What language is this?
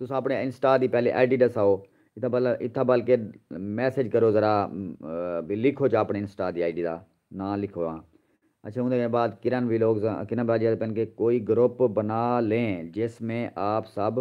Saraiki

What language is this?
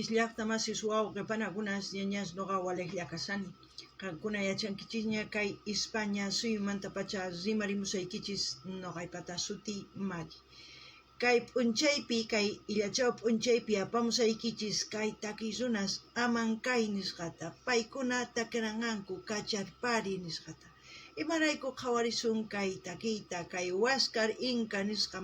South Bolivian Quechua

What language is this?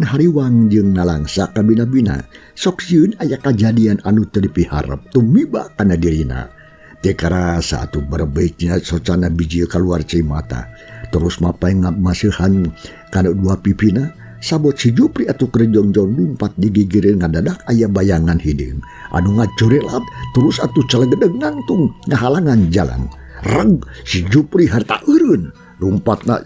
Sundanese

